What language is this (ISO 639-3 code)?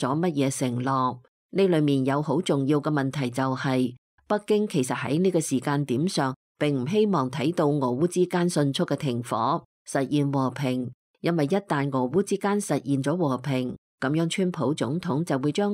yue